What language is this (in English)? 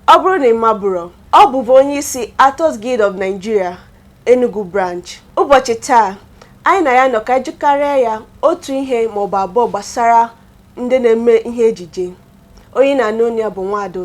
Igbo